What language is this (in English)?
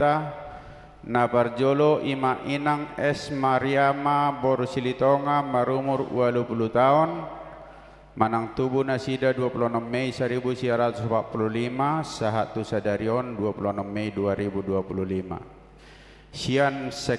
Batak Toba